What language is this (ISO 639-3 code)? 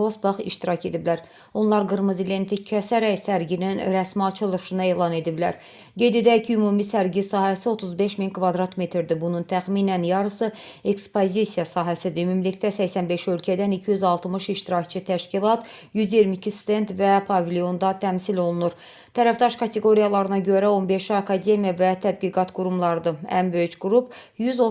aze